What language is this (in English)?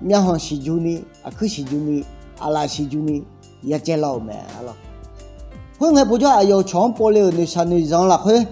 Akha